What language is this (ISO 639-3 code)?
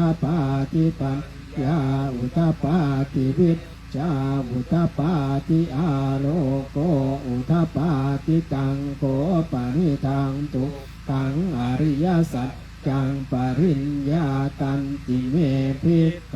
pli